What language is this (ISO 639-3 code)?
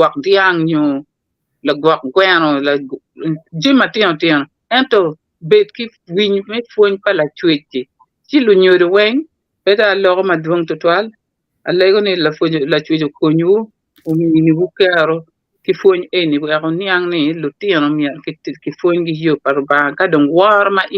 ach